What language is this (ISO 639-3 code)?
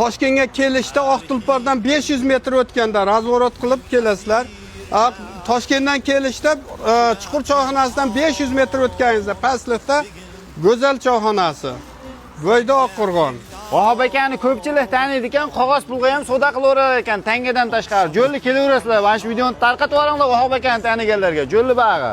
uzb